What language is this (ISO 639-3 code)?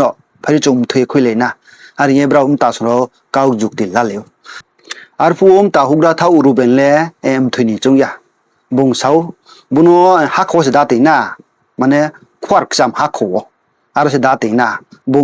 ria